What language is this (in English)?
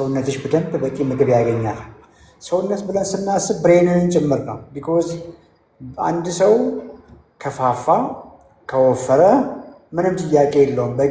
Amharic